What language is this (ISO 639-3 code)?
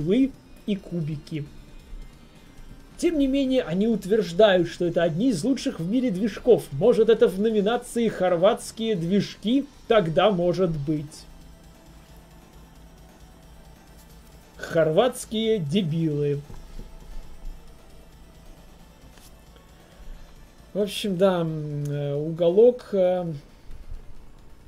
rus